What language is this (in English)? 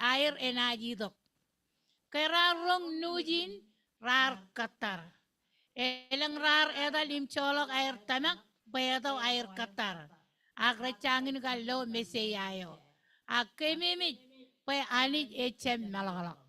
Marshallese